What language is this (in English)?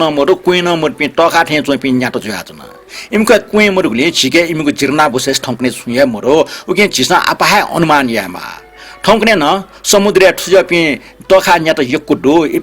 Newari